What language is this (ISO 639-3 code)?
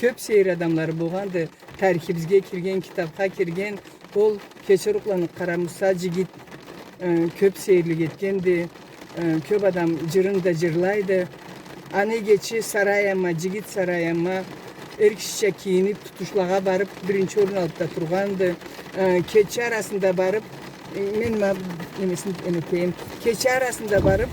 krc